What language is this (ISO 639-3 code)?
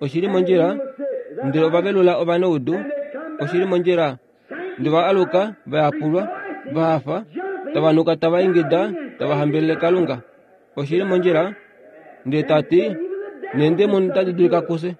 kua